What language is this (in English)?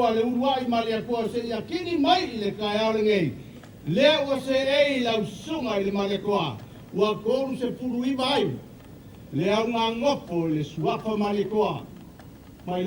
Samoan